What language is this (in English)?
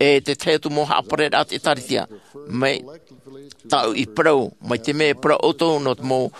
Tahitian